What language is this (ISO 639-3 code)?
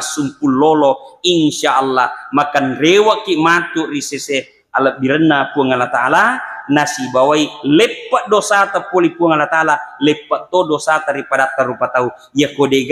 bug